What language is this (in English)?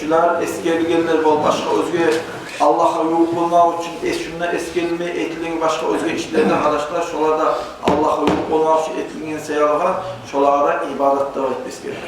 Kumyk